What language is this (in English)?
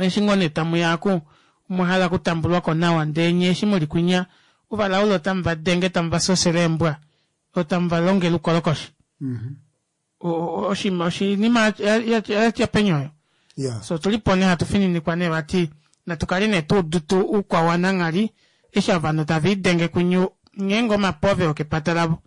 Kuanyama